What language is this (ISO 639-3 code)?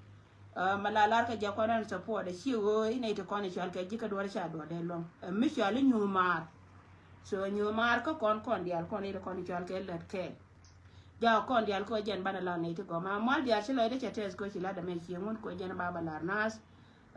nus